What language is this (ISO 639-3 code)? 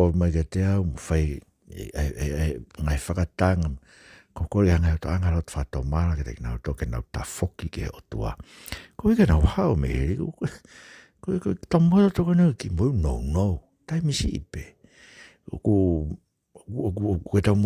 ton